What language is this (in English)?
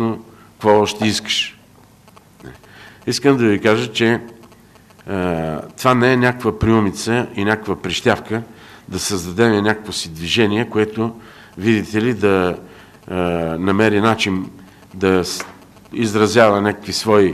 Bulgarian